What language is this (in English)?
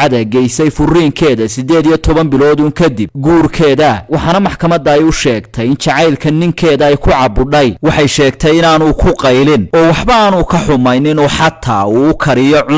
Somali